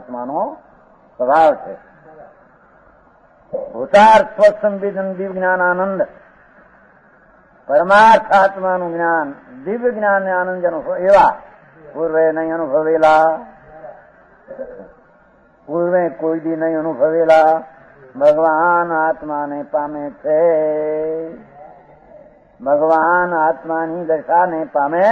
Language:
Gujarati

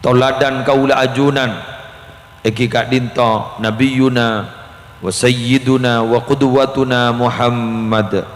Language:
Madurese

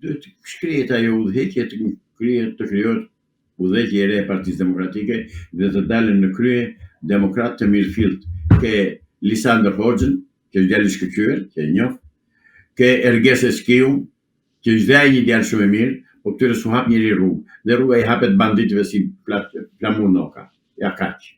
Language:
Albanian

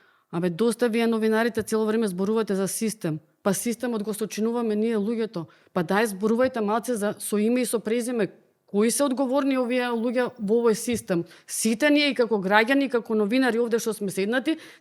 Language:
Macedonian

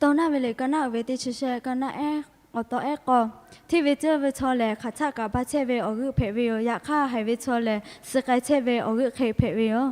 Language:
Lahu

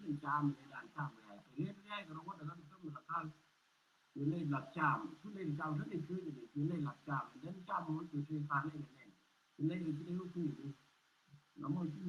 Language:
Nuer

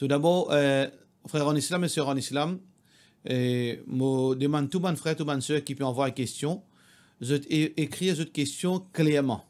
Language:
Morisyen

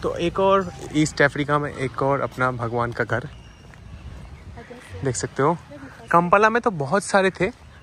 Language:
Hindi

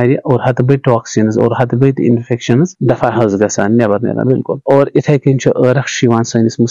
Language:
Kashmiri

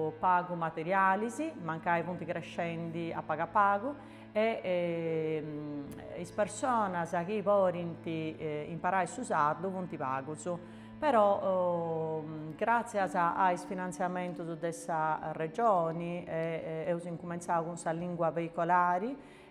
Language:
Sardinian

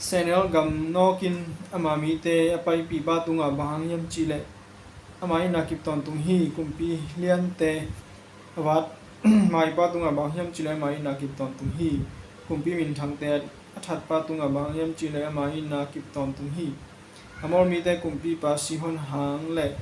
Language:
Tedim Chin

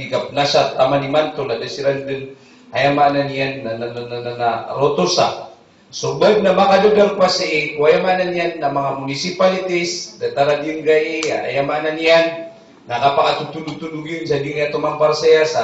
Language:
Maranao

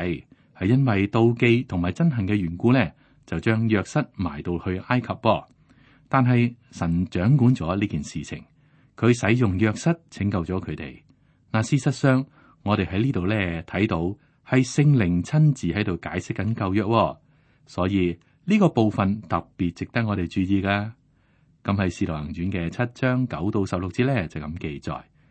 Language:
Cantonese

